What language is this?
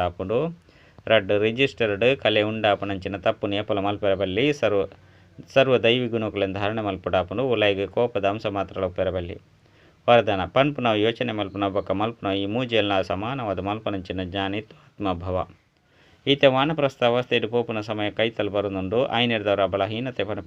Tulu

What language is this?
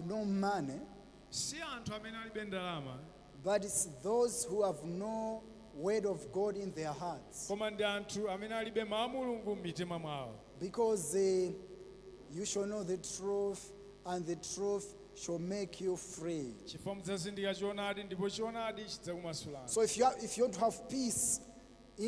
Nyanja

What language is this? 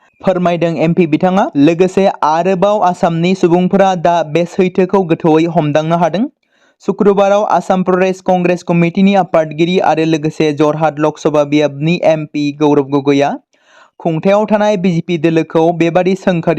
Bodo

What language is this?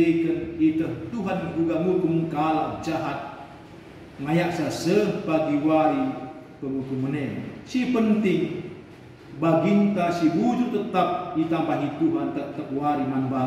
Batak Karo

